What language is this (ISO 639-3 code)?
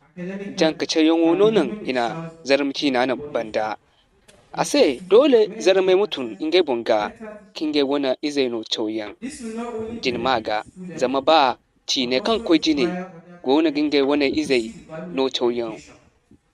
dje